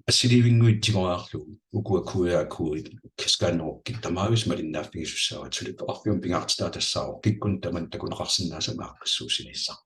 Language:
Kalaallisut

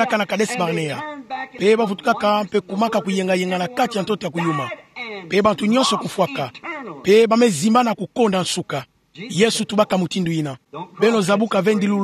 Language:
Kituba (Democratic Republic of Congo)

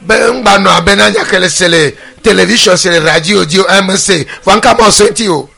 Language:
Ewe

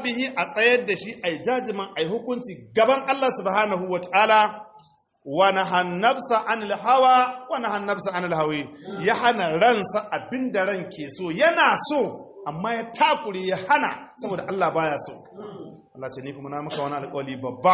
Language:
Hausa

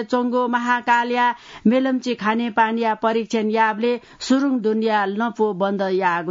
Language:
Newari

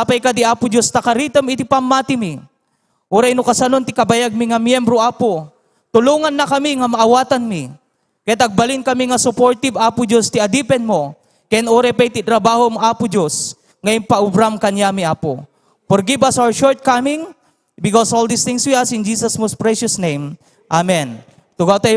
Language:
Iloko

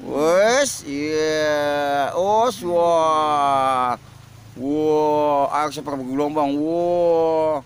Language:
Betawi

